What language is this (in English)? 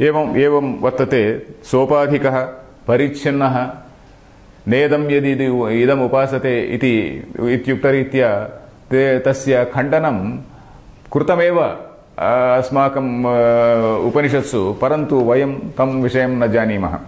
Sanskrit